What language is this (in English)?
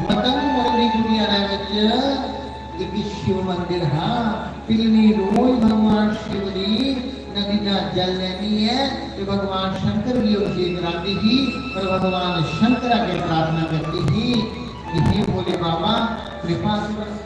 Dogri